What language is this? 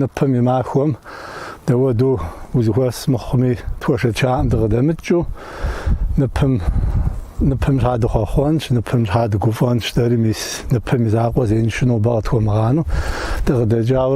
Kabardian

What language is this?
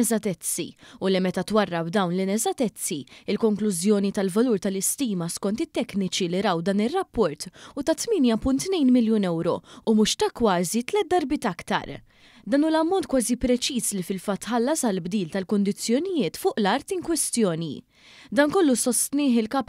Maltese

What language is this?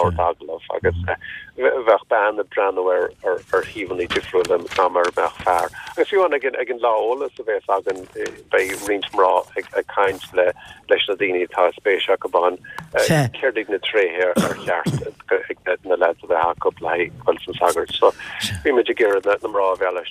Irish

